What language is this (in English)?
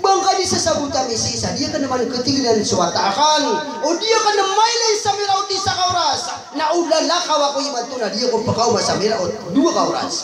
Maranao